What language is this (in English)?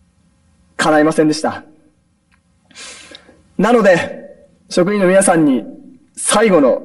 Japanese